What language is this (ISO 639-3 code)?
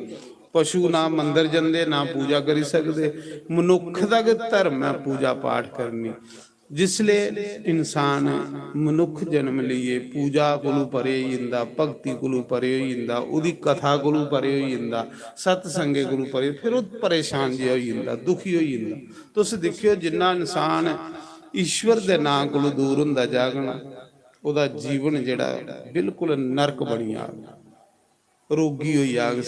doi